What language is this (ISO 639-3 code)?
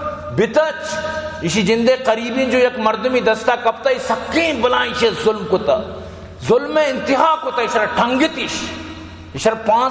bal